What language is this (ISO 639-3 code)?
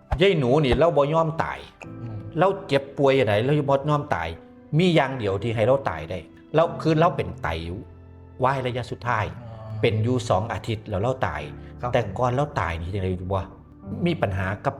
tts